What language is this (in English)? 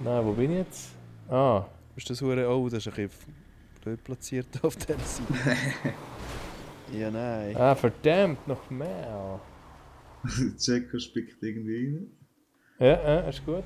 Swiss German